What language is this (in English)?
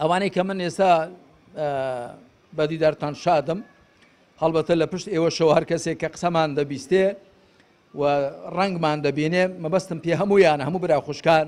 Central Kurdish